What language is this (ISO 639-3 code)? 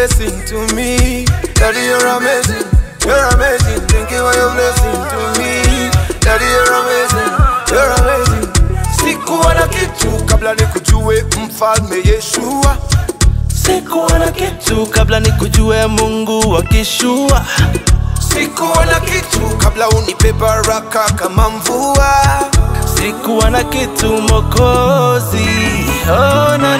swa